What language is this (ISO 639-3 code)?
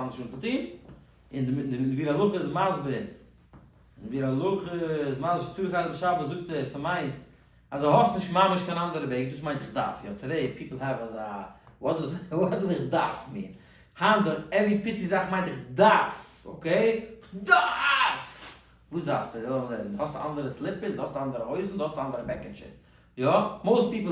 yid